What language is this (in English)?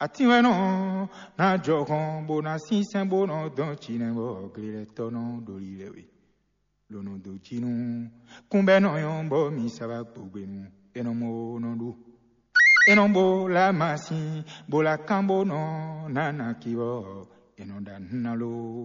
Fon